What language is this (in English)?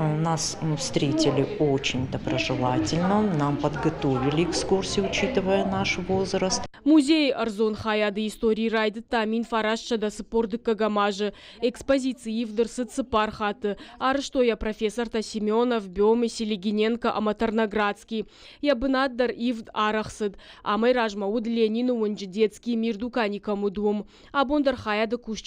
Ossetic